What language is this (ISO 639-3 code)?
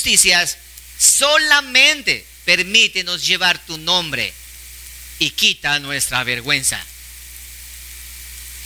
spa